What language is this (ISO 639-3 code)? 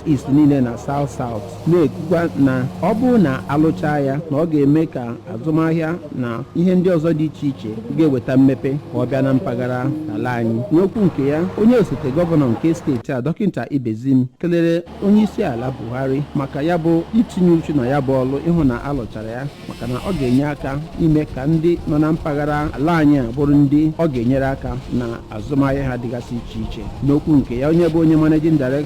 ibo